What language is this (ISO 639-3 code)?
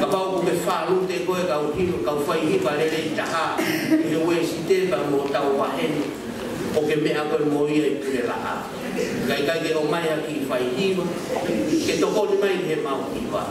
ton